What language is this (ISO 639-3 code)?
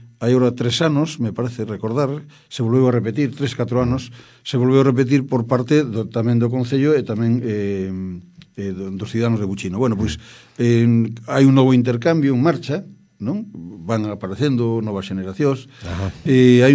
glg